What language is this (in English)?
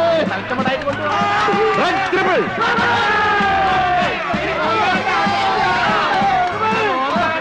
Malayalam